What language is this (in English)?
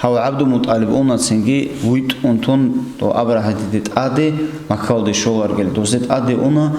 Avaric